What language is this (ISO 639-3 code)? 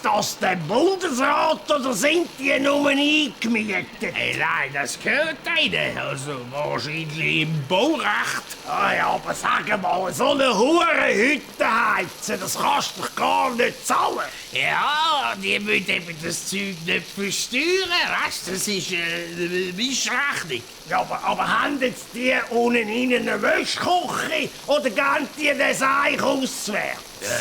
gsw